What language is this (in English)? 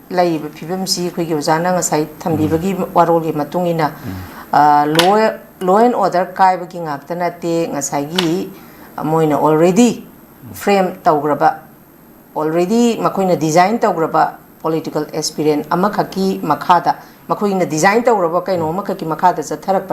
Manipuri